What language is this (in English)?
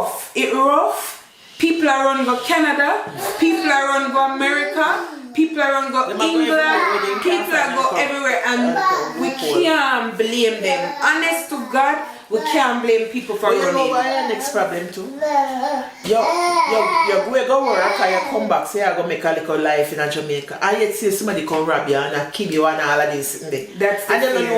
Jamaican Creole English